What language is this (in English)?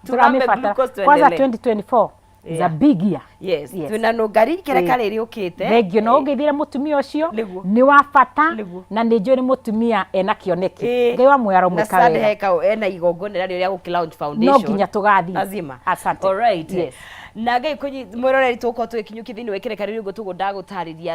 Kikuyu